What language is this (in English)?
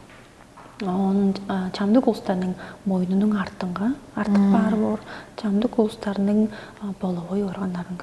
Tuvinian